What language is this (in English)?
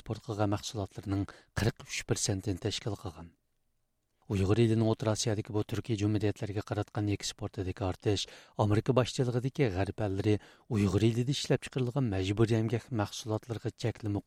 Uyghur